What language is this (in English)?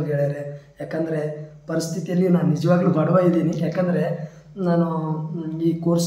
Kannada